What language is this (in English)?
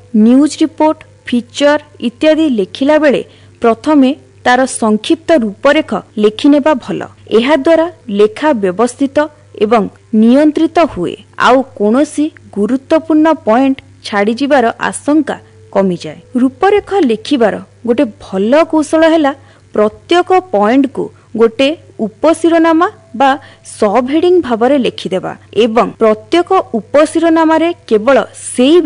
Odia